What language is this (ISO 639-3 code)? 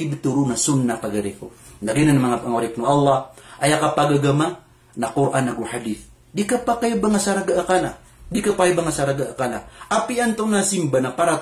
mrw